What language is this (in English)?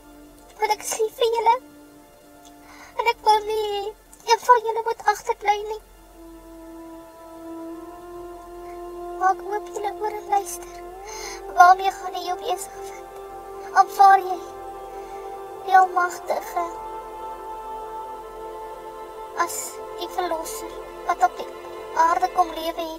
Afrikaans